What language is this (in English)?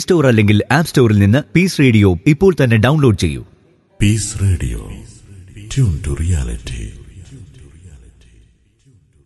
Malayalam